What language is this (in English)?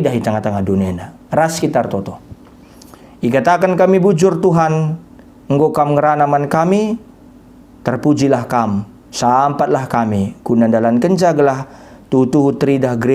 Batak Karo